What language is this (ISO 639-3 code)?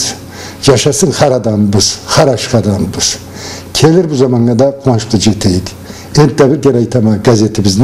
krc